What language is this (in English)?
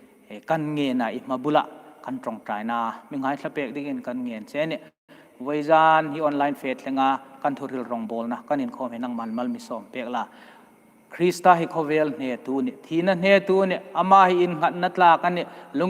Hmar